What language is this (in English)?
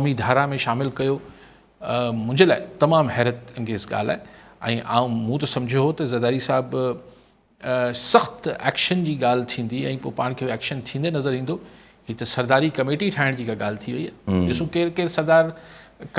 Sindhi